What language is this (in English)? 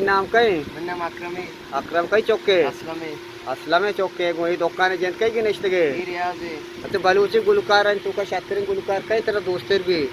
Eastern Balochi